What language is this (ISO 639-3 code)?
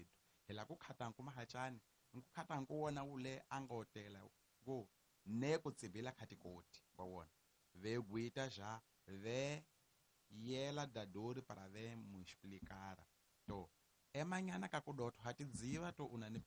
tso